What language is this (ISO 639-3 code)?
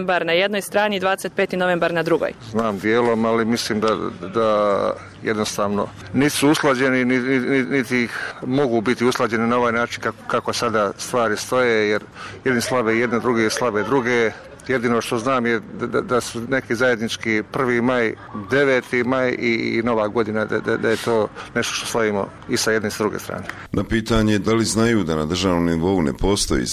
bos